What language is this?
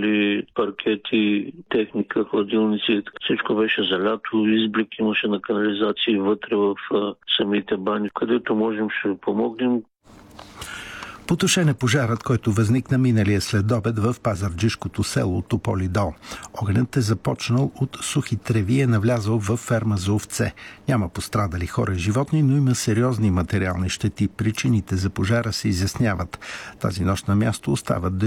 Bulgarian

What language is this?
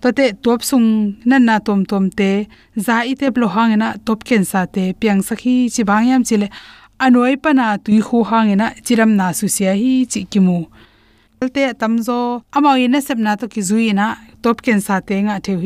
Tedim Chin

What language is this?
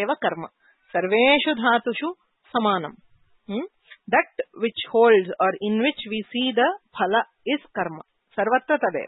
Sanskrit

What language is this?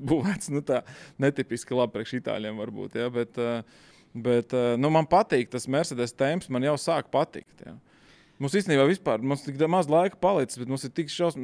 Latvian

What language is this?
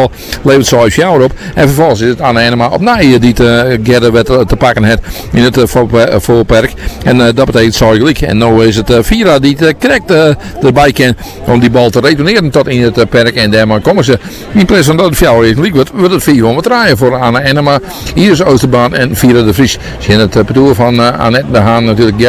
Dutch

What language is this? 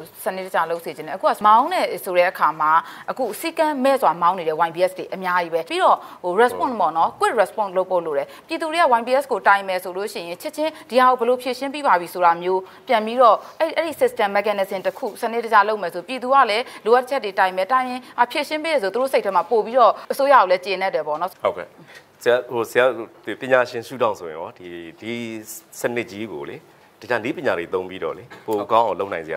Burmese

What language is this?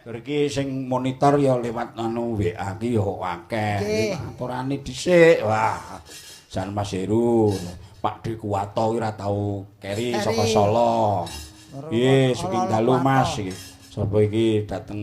Javanese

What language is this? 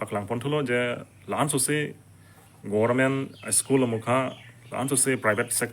Karbi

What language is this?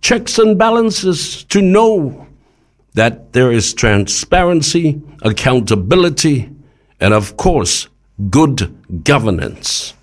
Samoan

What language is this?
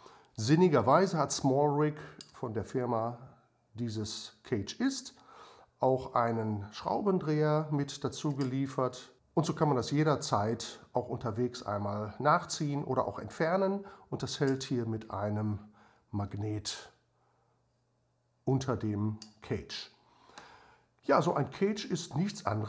German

